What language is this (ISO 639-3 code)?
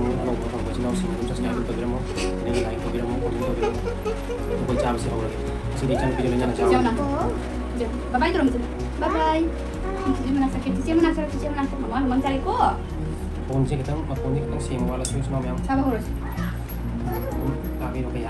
mni